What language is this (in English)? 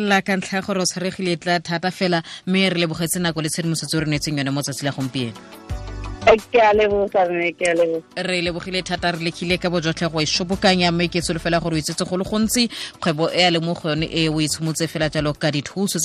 Tswana